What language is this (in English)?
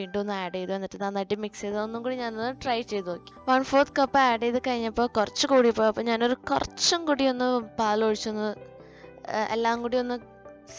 Malayalam